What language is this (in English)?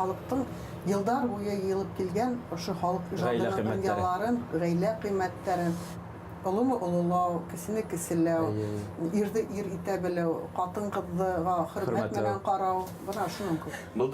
Bashkir